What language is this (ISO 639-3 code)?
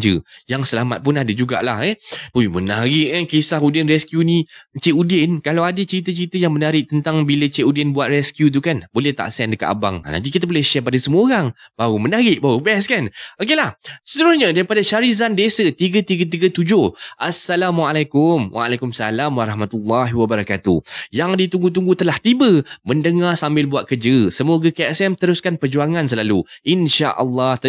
msa